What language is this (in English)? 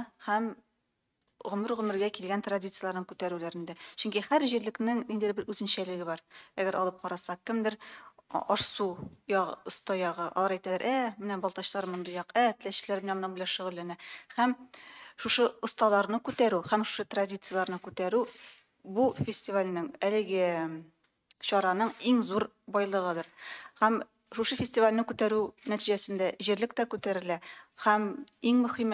Tatar